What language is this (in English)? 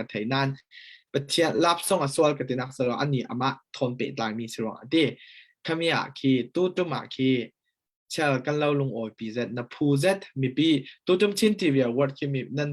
Falam Chin